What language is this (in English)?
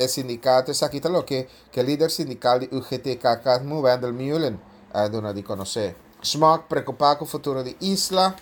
Papiamento